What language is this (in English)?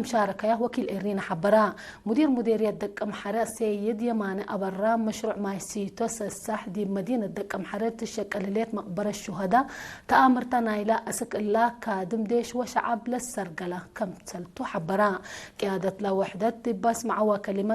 Tigre